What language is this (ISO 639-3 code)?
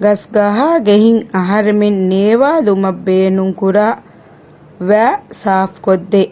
div